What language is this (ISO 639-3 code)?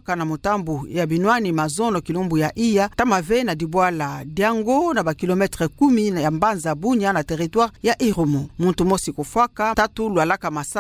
ktu